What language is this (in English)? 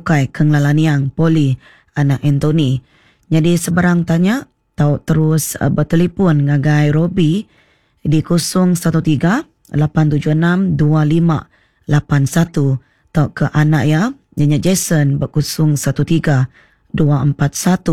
Iban